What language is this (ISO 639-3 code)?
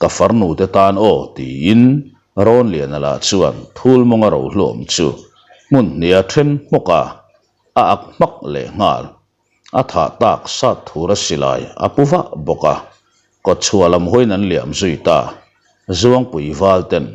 lus